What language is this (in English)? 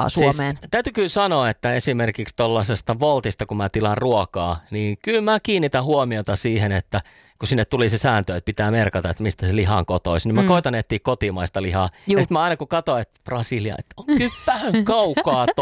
Finnish